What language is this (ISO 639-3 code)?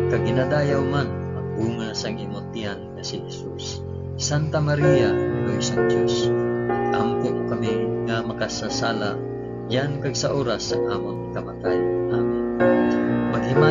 hil